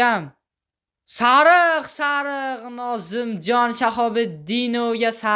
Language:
Uzbek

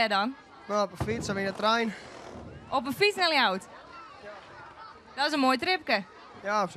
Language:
Western Frisian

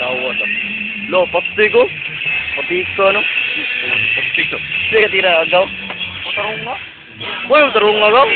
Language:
Cebuano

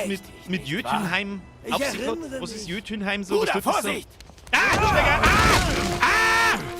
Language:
Bavarian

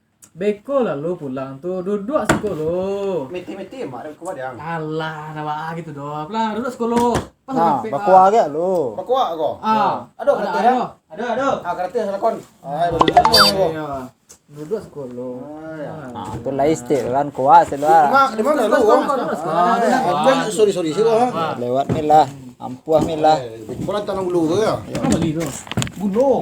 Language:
Minangkabau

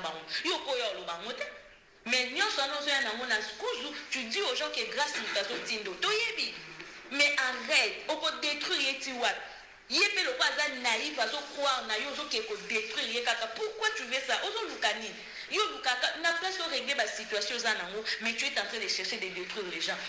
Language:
Lingala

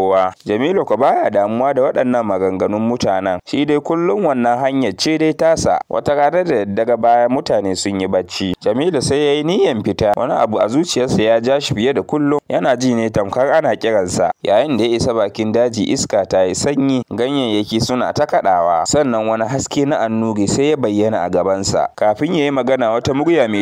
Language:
Hausa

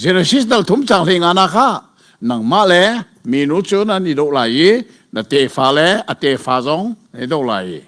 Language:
Hakha Chin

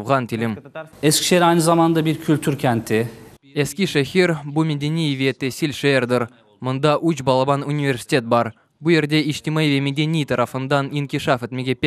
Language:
Crimean Tatar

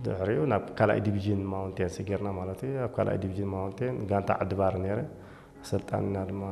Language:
Tigrinya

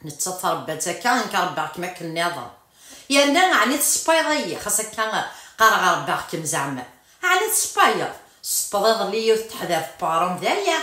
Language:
Kabyle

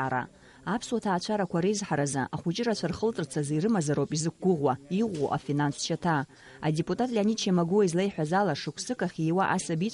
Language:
Abkhazian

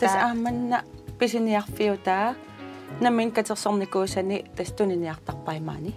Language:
Kalaallisut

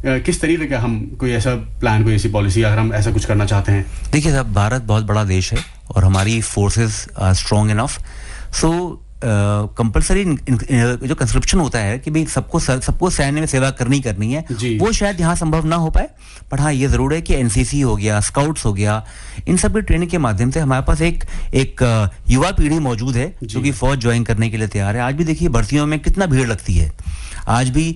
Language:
Hindi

